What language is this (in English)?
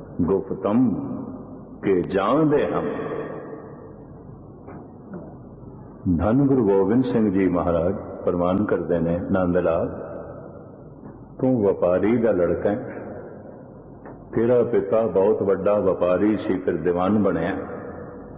Punjabi